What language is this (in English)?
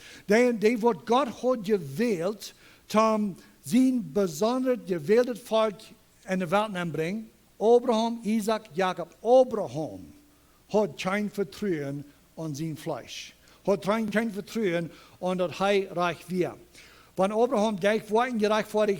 Plautdietsch